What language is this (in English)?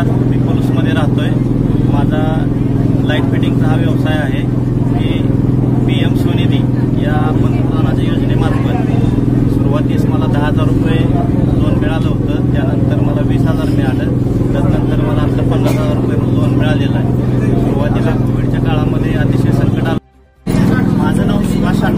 Marathi